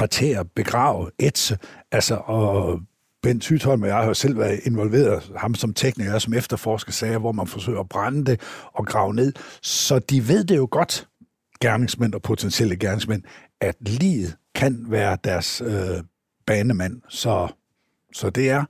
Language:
Danish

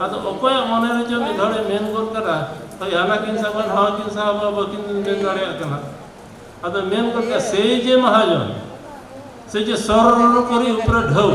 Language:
Santali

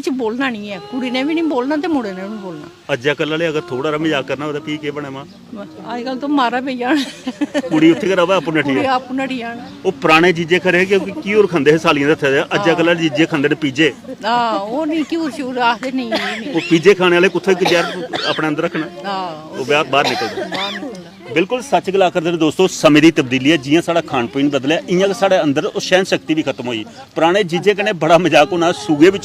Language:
Dogri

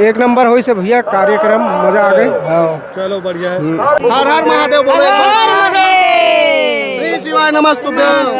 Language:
Chhattisgarhi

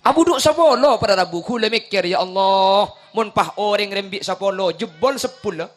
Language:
Madurese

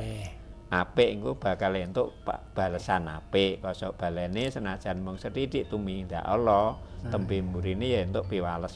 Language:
Javanese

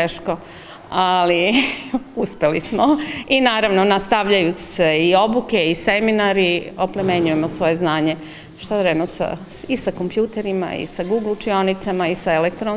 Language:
Serbian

